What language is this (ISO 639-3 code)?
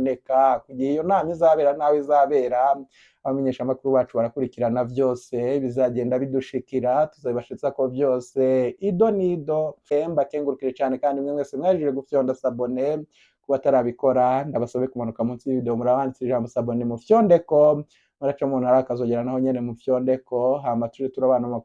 run